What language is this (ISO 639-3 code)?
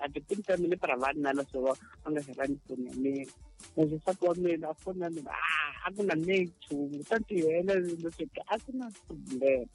tso